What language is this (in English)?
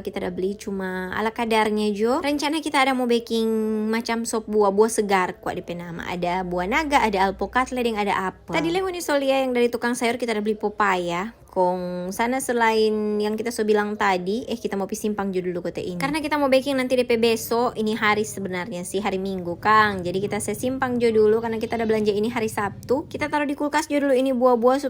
Manado Malay